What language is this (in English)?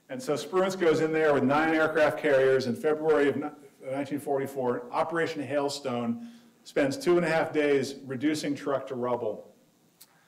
English